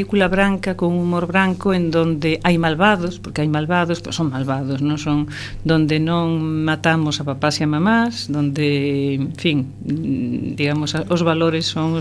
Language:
Galician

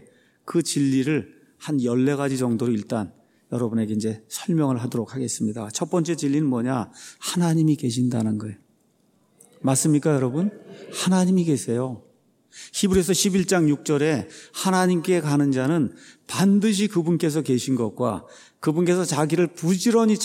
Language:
Korean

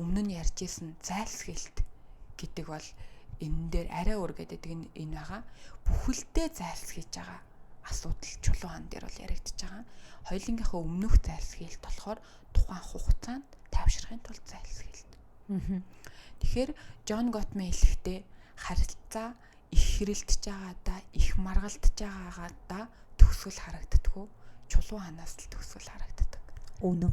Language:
Mongolian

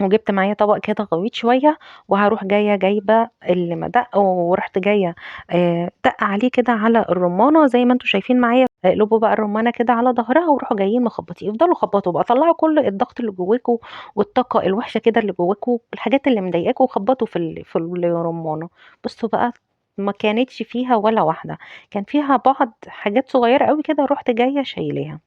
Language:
Egyptian Arabic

